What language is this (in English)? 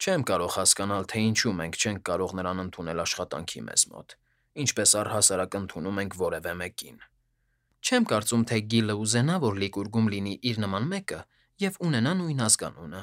Armenian